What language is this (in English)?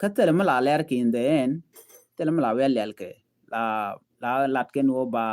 Nuer